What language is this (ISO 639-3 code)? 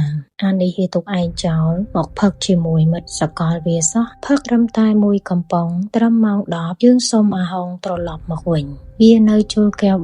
khm